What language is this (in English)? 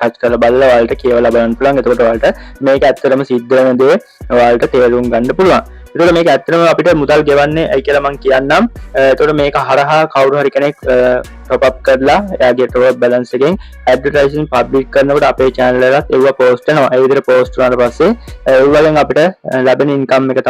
Sinhala